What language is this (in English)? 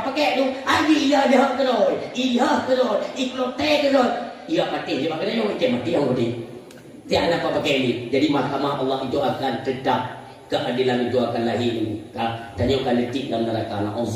Achinese